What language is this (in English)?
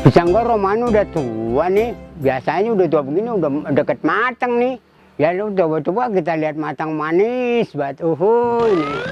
Betawi